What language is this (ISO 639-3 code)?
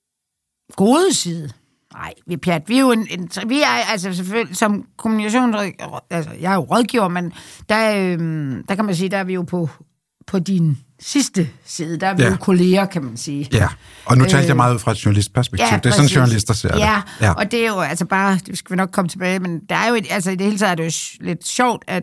dan